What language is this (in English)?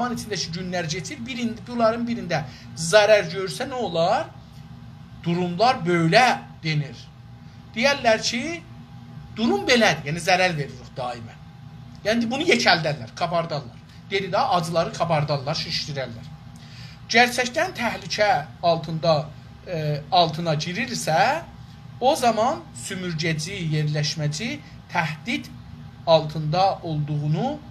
South Azerbaijani